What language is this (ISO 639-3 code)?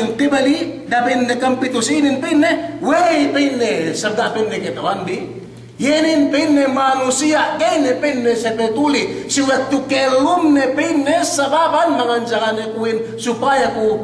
yka